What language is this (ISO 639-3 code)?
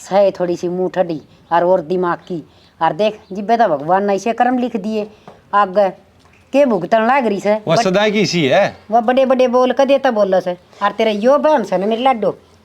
bgc